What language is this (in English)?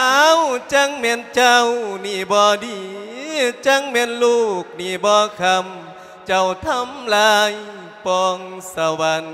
Lao